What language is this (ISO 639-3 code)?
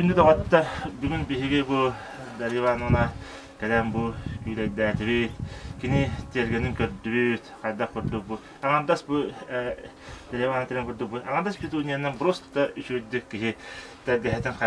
sah